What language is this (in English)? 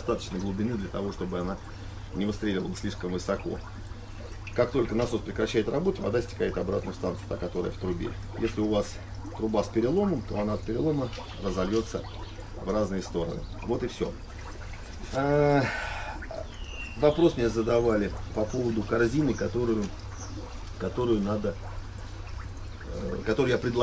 Russian